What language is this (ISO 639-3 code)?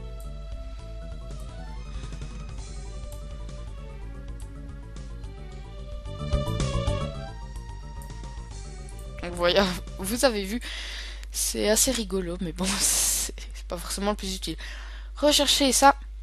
fra